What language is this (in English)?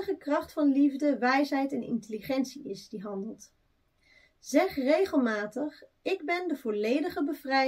Dutch